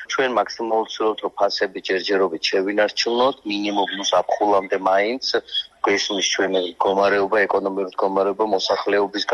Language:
Georgian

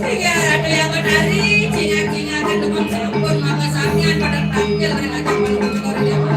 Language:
Balinese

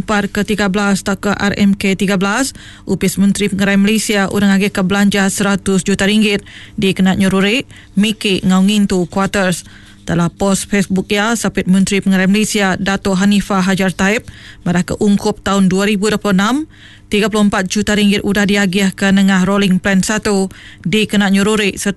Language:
Iban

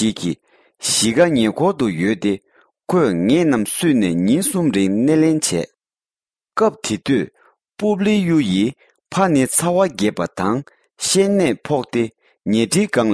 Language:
Tibetan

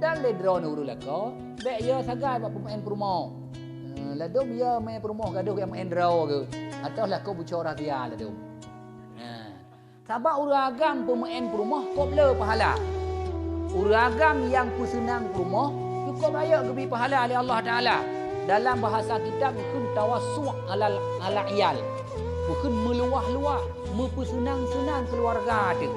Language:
Achinese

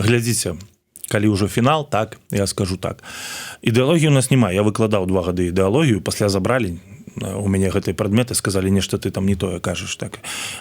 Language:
Belarusian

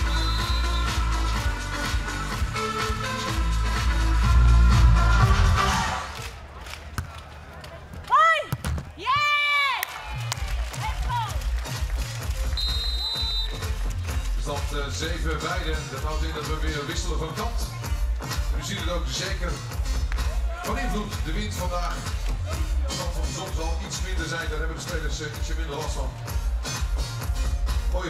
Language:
Dutch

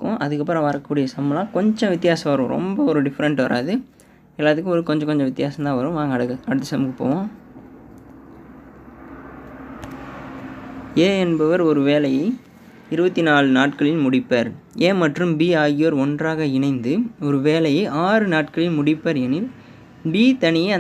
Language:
Tamil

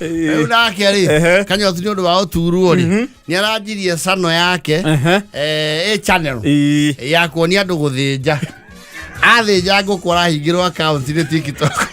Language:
Kikuyu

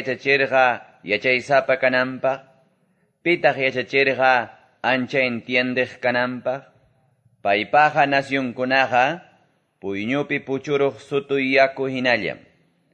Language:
Quechua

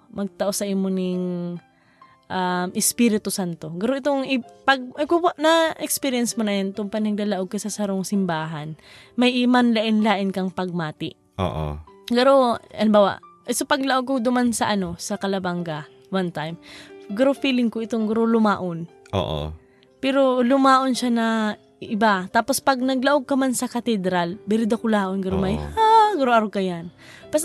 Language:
Bikol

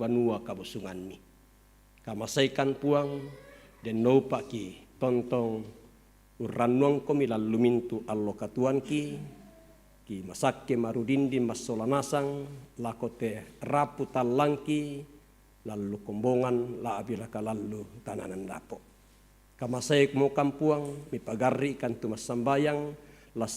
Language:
Toraja-Sa'dan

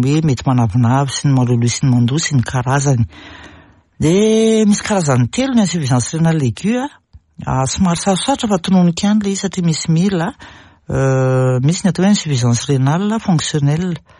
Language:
Malagasy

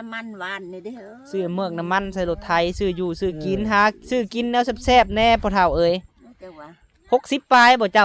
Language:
Lao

